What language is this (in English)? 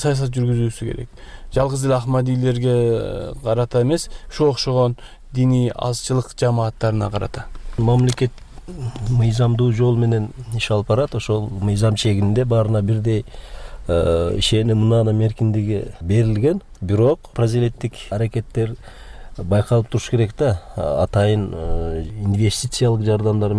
Kyrgyz